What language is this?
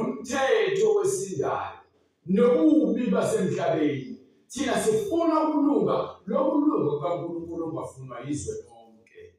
Zulu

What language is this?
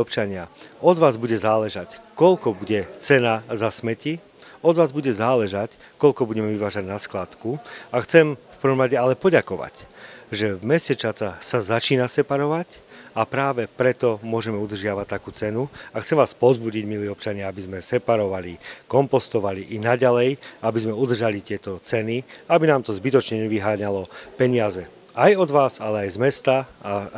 Slovak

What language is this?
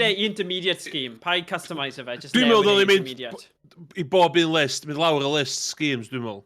Welsh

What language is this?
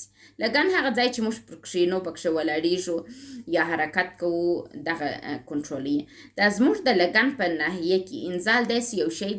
Pashto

